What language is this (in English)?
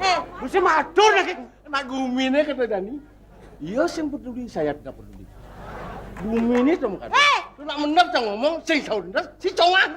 Balinese